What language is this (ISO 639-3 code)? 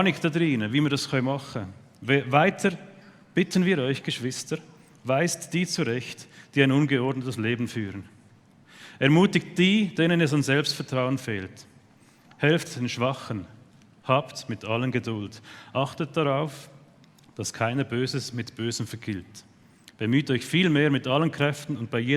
gsw